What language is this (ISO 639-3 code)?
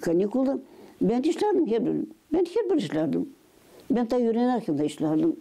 gag